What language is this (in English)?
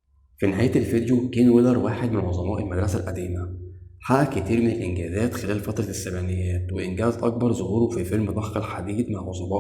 Egyptian Arabic